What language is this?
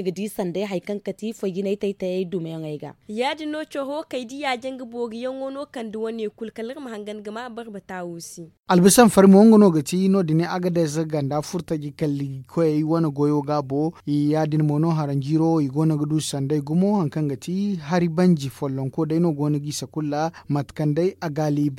Zarma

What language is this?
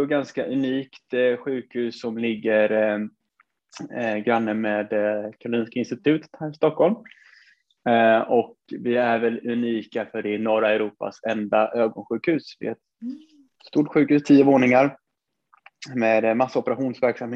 Swedish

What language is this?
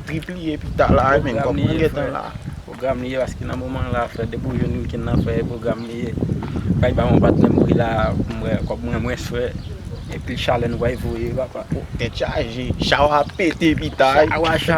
Haitian Creole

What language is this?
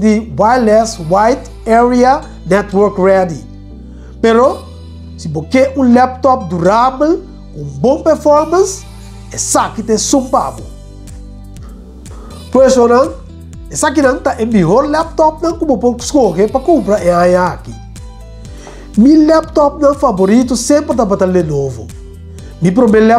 Portuguese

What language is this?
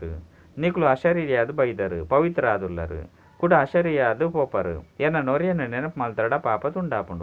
Tulu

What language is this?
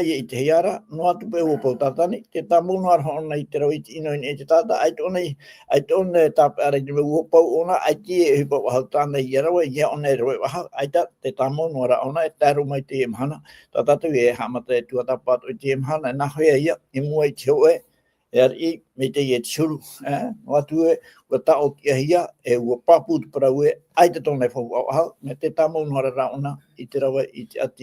Tahitian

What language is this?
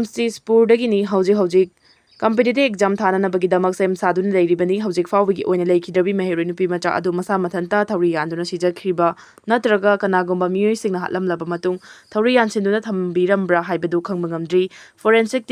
Manipuri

